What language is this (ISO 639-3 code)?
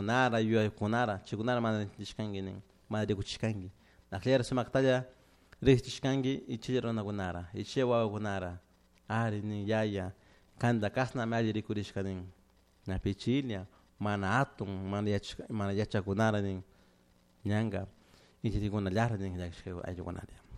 qug